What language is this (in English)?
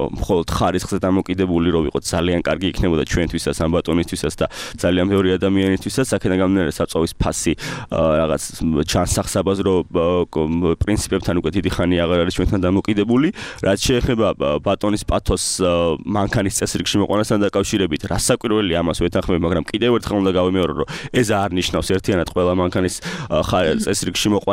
Georgian